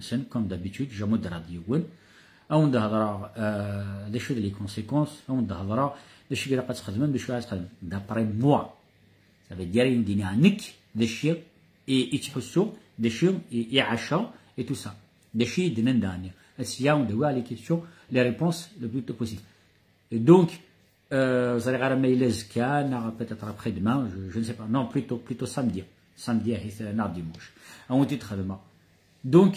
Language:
Kabyle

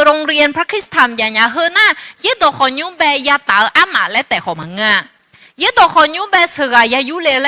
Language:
Akha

